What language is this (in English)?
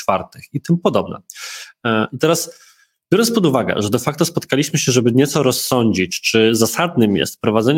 Polish